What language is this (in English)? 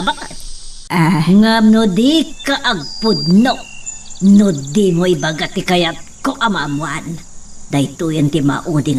Iloko